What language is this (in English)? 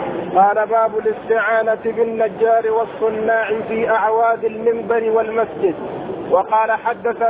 Arabic